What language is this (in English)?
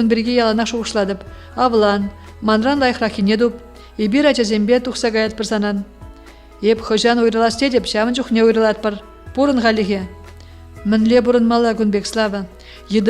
Chuvash